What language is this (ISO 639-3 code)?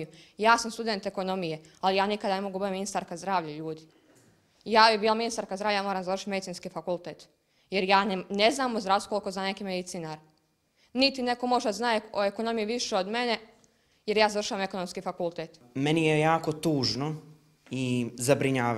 bos